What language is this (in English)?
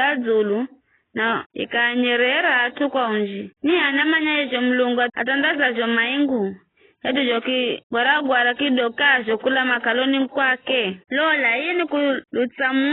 Giryama